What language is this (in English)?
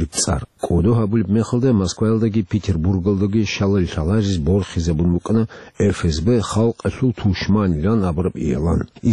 Avaric